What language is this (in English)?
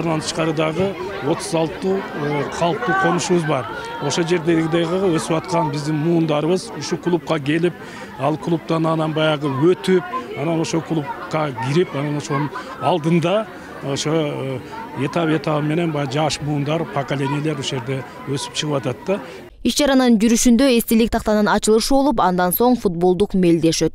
Kyrgyz